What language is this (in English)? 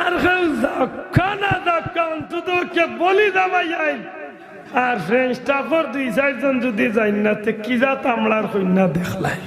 Sylheti